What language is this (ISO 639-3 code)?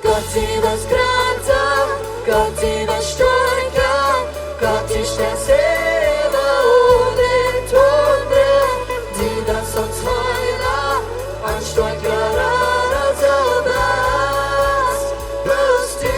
pdt